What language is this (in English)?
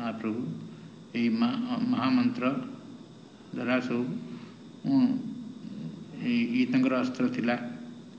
Odia